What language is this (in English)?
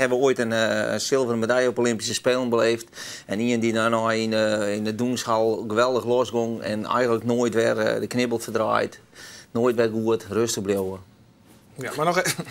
Western Frisian